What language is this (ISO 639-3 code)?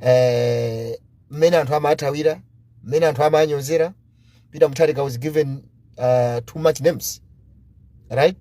nya